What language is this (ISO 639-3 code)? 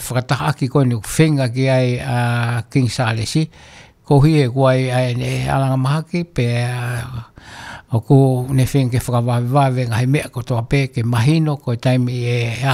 ton